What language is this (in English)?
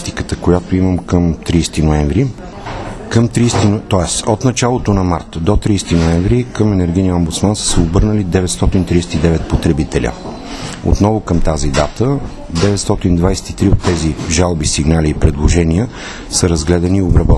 Bulgarian